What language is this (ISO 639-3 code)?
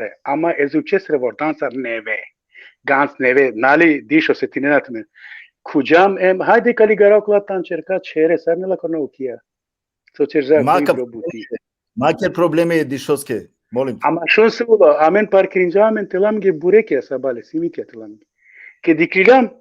rmn